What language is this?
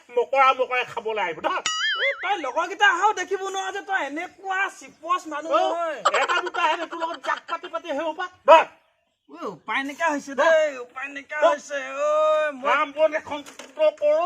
Assamese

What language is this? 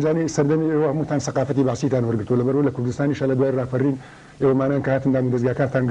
Central Kurdish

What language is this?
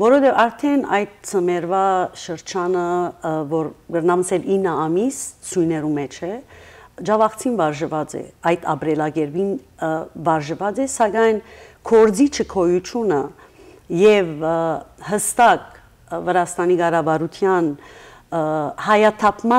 Western Armenian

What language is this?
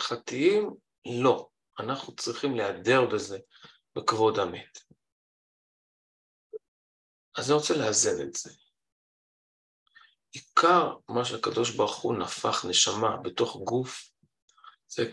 Hebrew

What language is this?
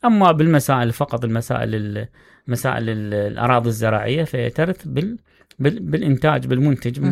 Mesopotamian Arabic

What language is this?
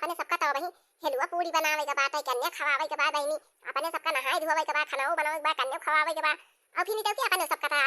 Awadhi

